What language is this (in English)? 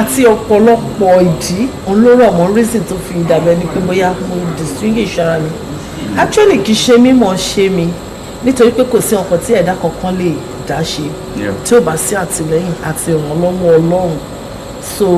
Yoruba